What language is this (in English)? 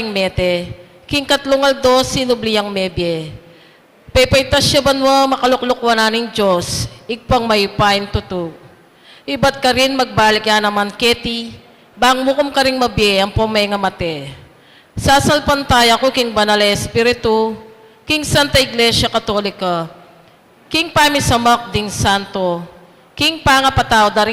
Pampanga